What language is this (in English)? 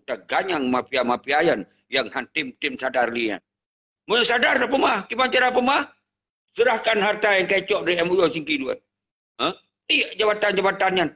Achinese